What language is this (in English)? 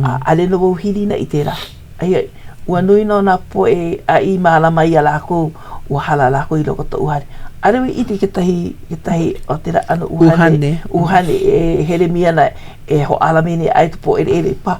Hawaiian